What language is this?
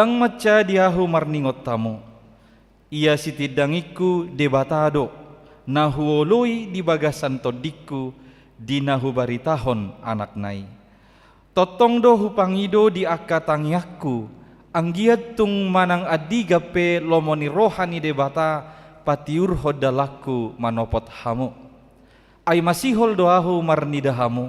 Batak Toba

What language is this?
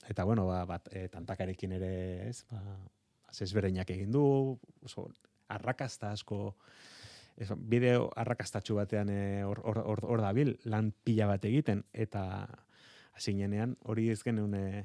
Basque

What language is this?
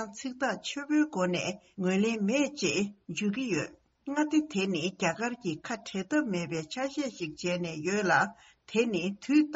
Tibetan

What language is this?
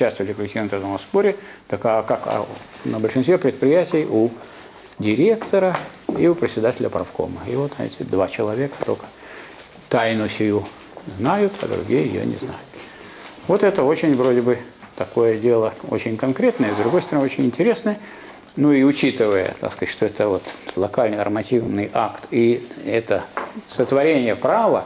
Russian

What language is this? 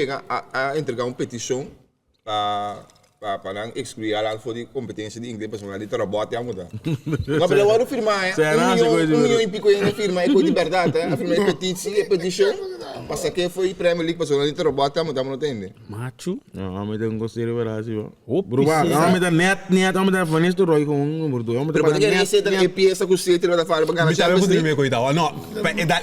Papiamento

